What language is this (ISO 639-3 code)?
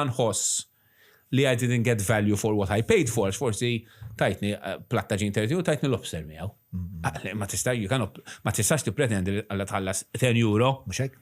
mlt